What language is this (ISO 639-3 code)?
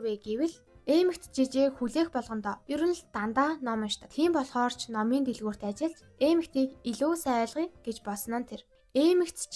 mon